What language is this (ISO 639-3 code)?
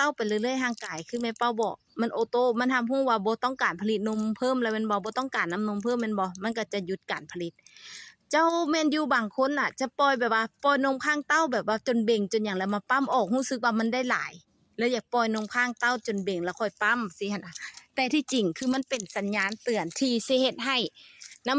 lao